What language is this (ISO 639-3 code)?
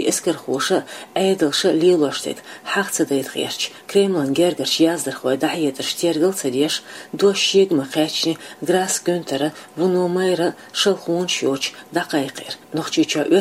che